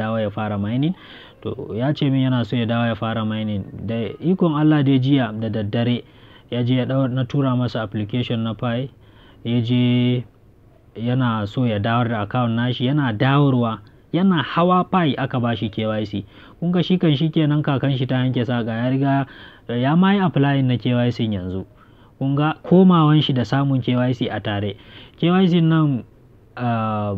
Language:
Hausa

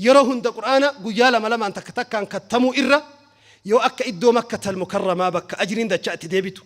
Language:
Oromo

